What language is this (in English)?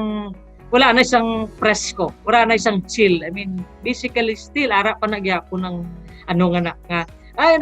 Hiligaynon